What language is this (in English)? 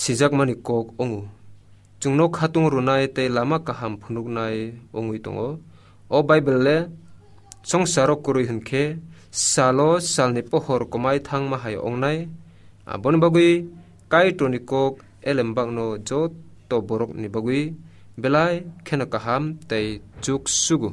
Kok Borok